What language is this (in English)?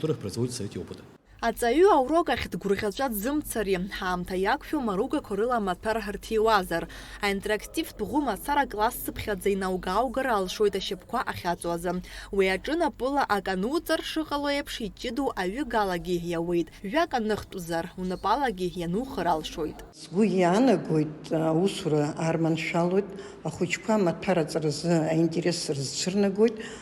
Abkhazian